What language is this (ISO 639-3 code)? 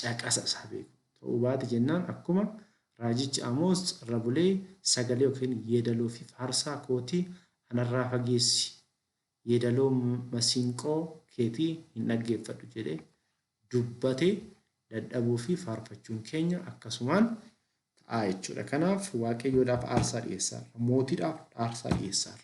orm